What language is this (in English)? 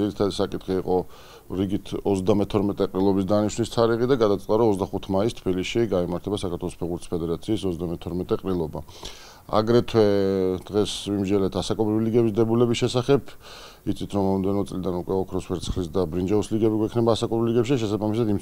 Georgian